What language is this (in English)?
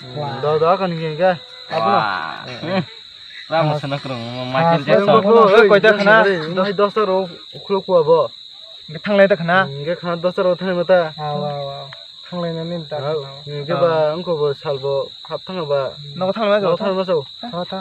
Kok Borok